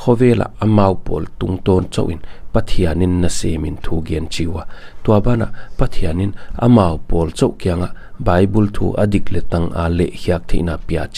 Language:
Paite Chin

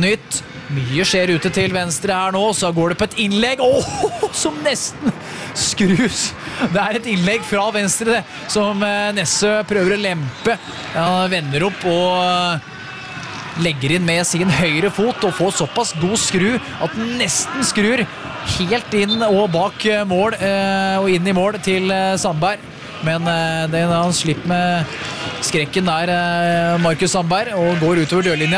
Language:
Norwegian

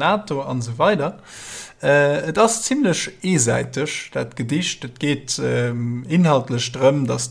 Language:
Luxembourgish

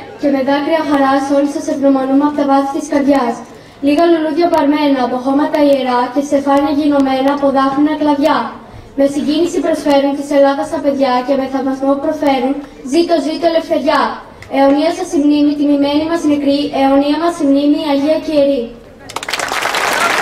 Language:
Greek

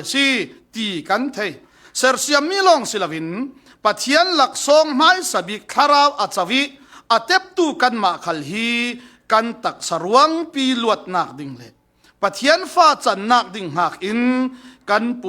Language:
Falam Chin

